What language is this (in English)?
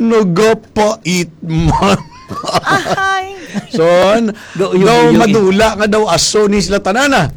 Hiligaynon